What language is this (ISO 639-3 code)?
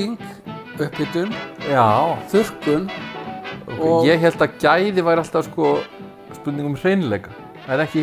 isl